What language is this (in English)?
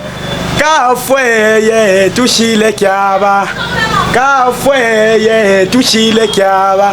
Luba-Katanga